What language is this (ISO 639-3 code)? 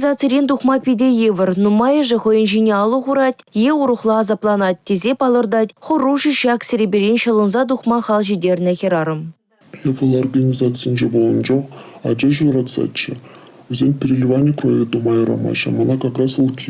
chv